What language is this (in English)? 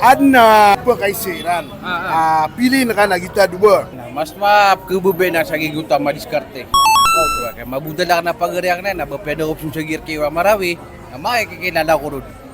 Maranao